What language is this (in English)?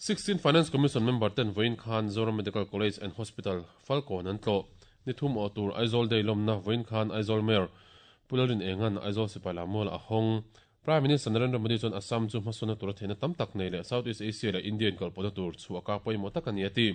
Mizo